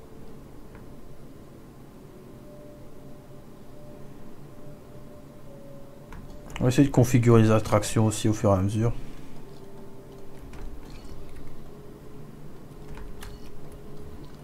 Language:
French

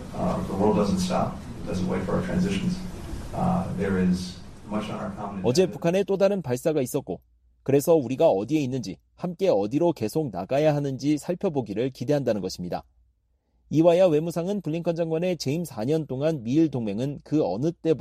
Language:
Korean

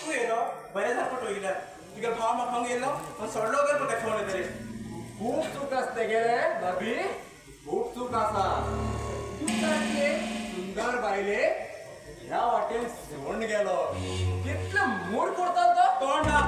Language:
Konkani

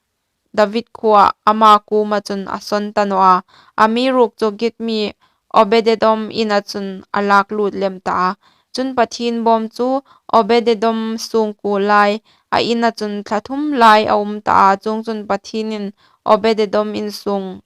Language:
Hmar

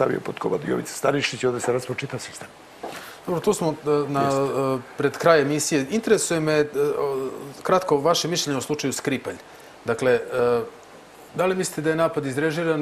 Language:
Serbian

